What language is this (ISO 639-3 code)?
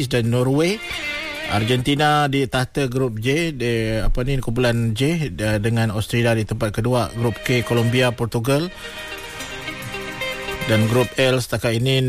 msa